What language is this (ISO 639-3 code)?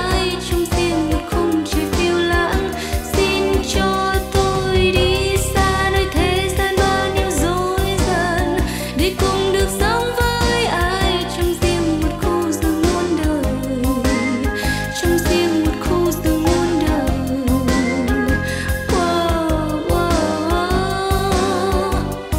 vie